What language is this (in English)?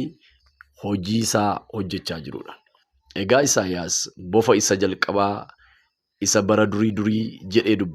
Oromo